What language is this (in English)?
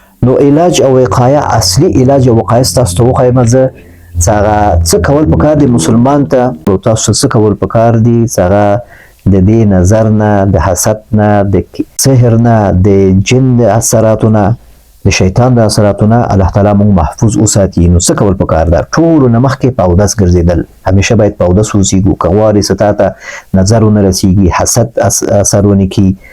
Pashto